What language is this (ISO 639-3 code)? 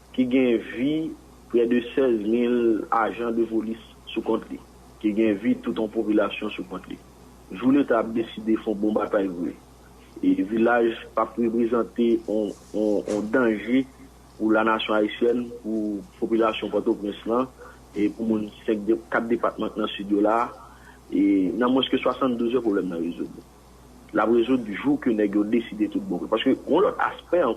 hat